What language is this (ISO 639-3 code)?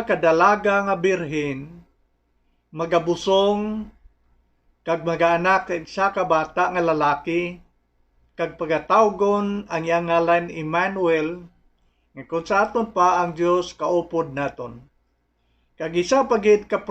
hil